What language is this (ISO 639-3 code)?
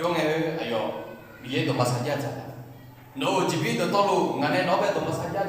ahk